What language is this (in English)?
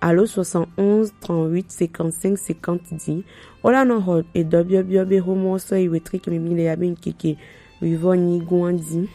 Gen